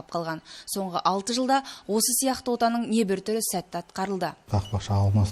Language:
Kazakh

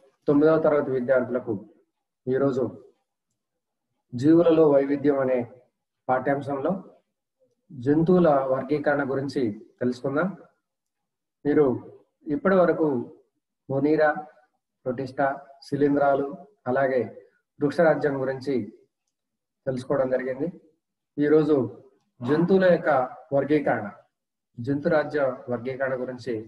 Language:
Telugu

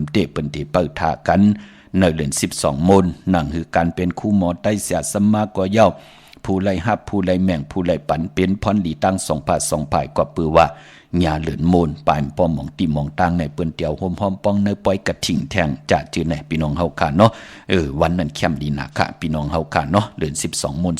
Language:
Shan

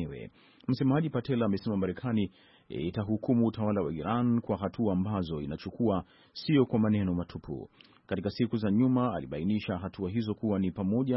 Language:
Swahili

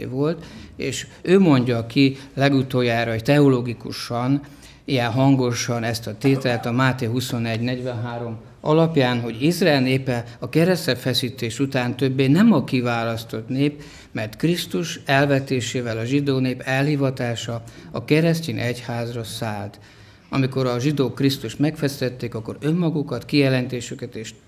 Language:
Hungarian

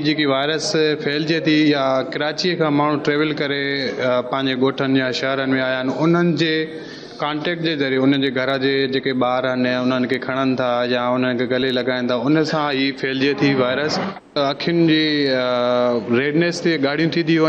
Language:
Sindhi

